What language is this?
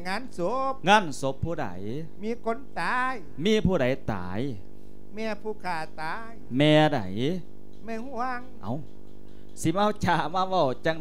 Lao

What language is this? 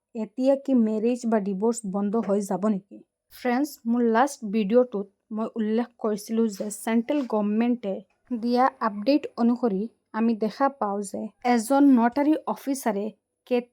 Assamese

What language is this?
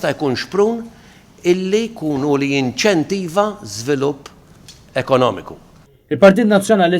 Maltese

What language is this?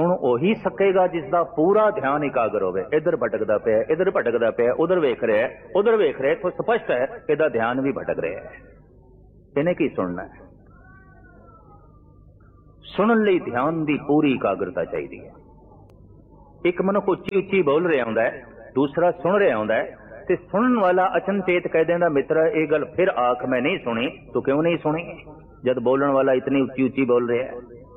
Punjabi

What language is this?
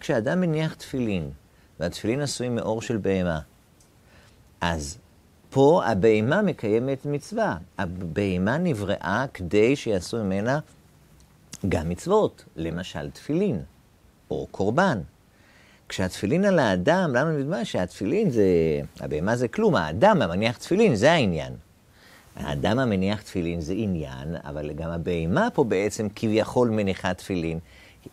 Hebrew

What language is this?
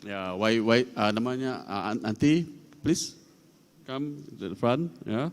Iban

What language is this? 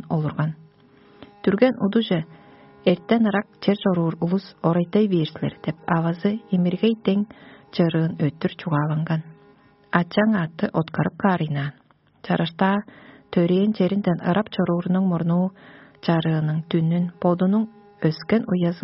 Tuvinian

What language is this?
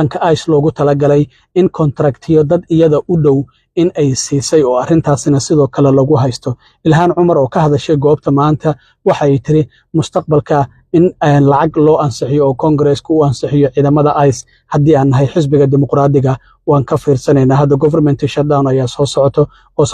Somali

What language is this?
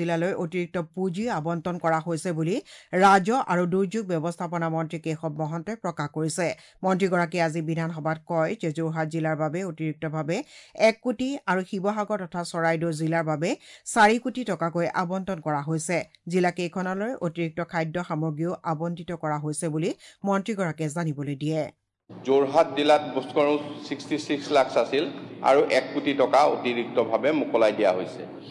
Assamese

